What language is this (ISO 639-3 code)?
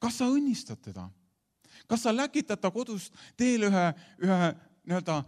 est